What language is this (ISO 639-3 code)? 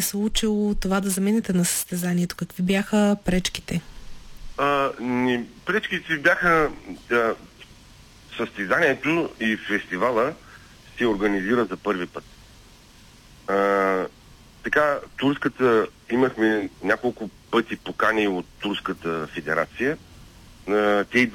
bul